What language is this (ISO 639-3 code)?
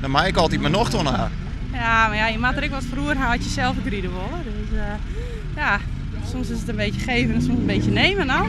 fry